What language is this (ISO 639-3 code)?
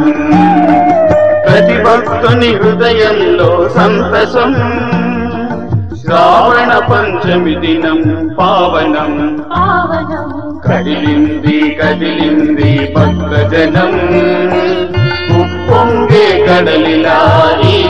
tel